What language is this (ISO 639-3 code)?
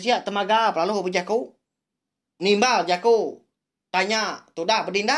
iba